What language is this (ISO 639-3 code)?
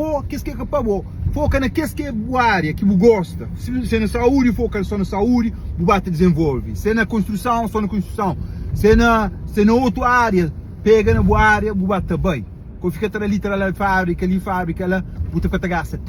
kea